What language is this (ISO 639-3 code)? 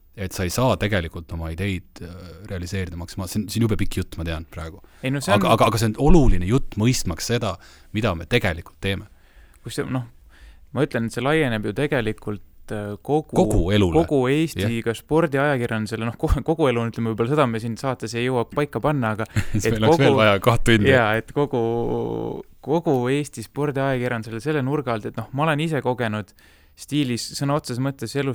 est